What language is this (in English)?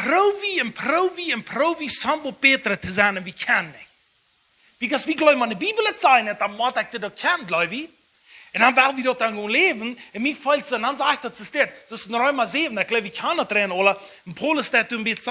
Plautdietsch